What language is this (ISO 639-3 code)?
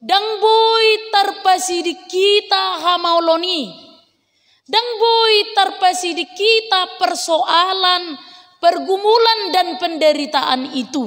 bbc